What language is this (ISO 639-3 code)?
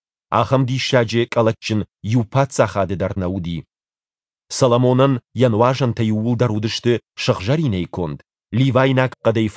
oss